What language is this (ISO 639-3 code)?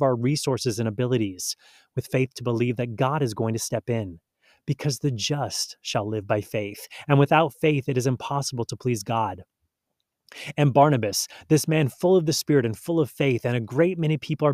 eng